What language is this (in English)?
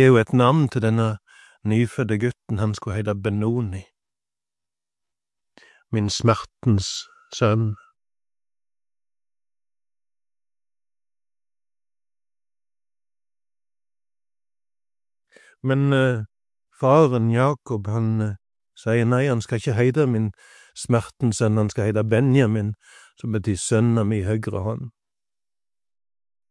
Norwegian